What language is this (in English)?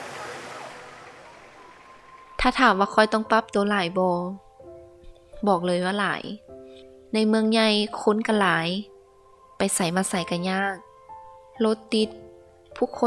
Lao